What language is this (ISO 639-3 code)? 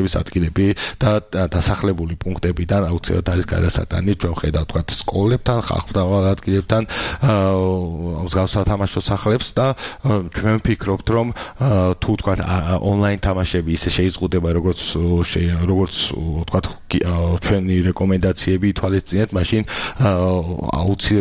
kat